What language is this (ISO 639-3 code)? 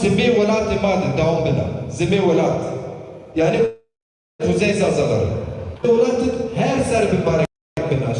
zza